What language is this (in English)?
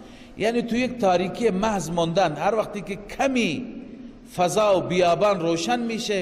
Persian